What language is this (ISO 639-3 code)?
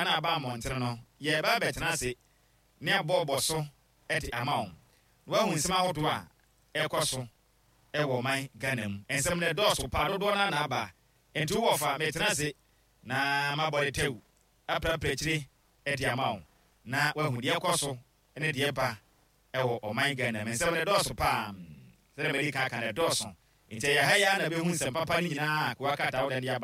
aka